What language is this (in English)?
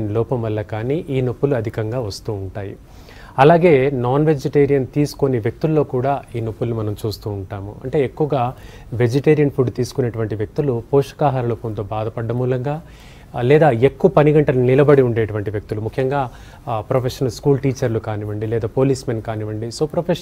Telugu